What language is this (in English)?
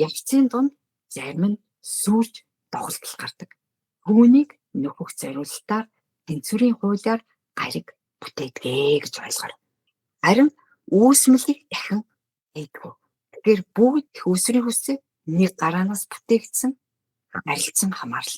Mongolian